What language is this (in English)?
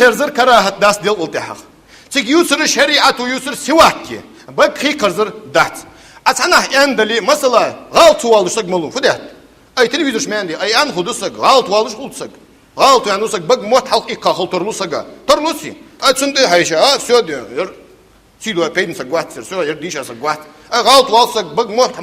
Ingush